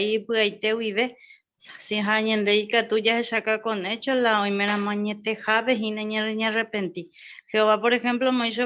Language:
Guarani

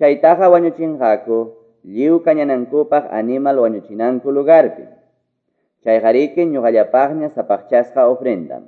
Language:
Quechua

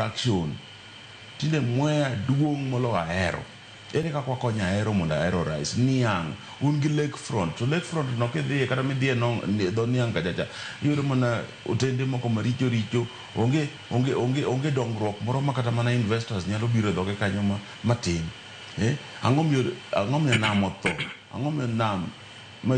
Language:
Luo (Kenya and Tanzania)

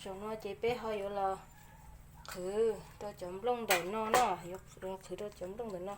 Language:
Hmong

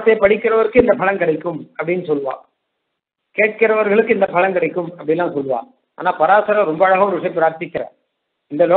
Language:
Tamil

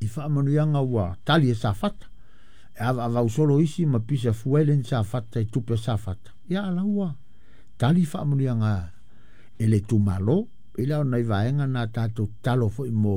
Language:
Samoan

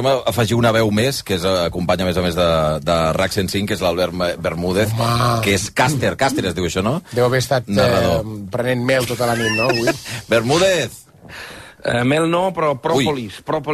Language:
Catalan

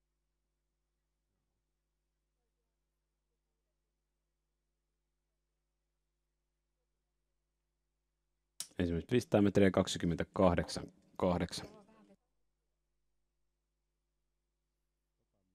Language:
Finnish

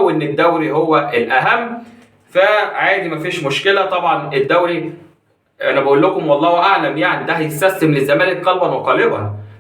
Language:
Egyptian Arabic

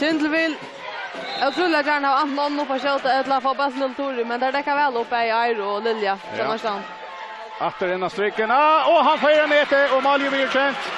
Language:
Faroese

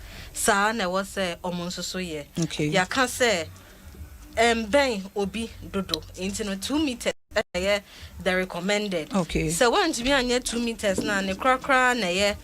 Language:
Akan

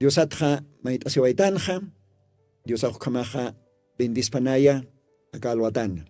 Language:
Aymara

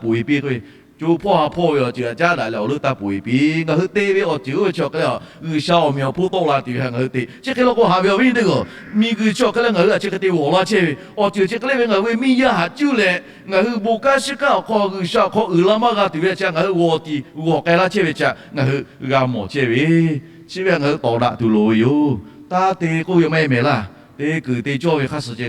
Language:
Lahu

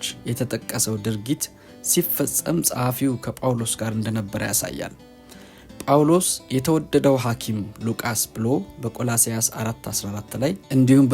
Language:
Amharic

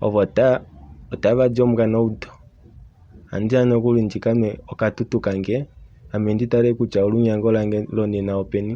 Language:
Kuanyama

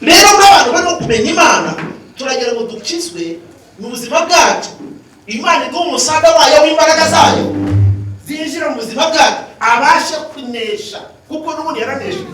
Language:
Kinyarwanda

